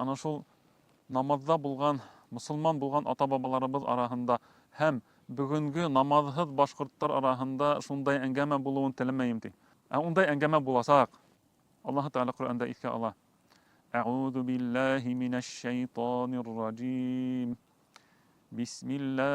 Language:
Bashkir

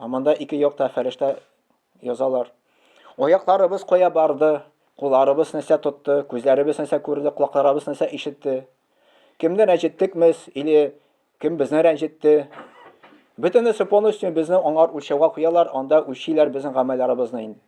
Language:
Tatar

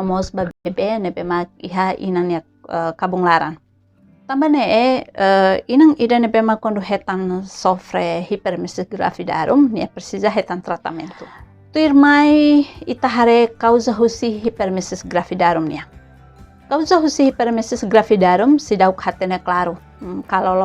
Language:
Tetum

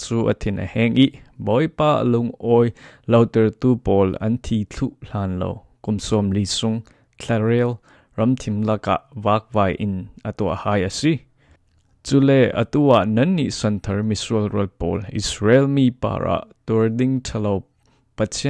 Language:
Falam Chin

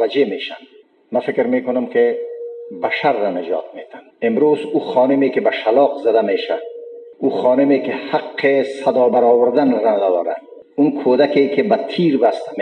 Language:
Persian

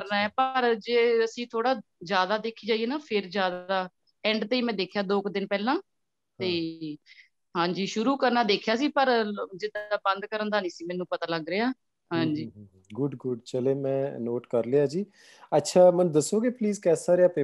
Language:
Punjabi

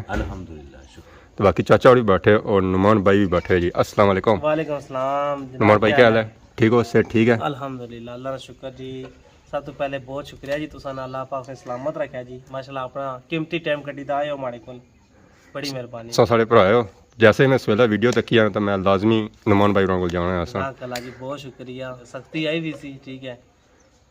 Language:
Pahari-Potwari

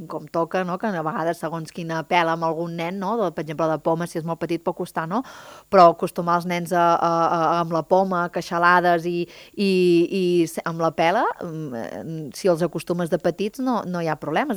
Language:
Catalan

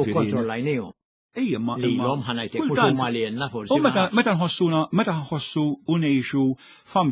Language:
Maltese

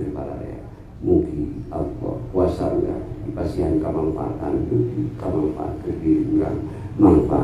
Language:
Sundanese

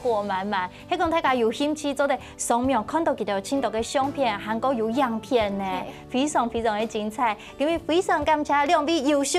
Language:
Hakka Chinese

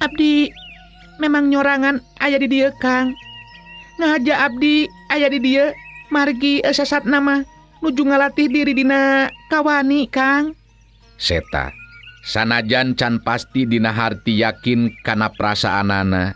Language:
Sundanese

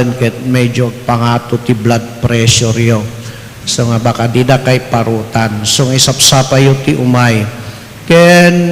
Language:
Iloko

